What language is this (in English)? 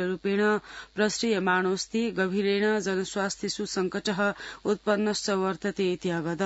Sanskrit